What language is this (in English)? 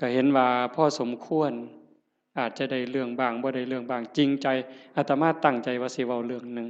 Northeastern Thai